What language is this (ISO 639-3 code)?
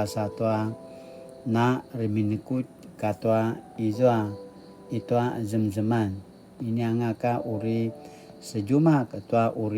pwn